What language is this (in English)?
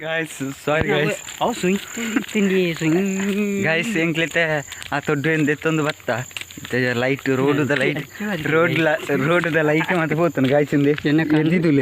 Tulu